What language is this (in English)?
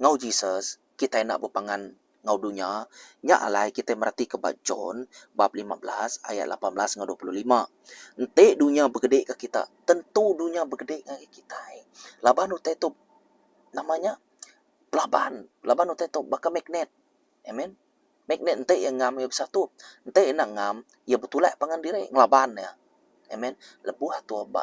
Iban